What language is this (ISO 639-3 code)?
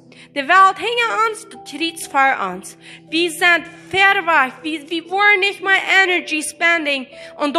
pdt